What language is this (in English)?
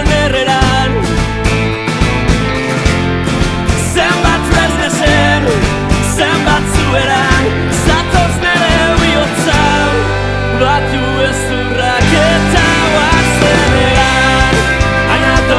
Basque